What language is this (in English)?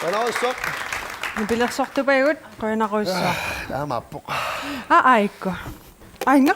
Kalaallisut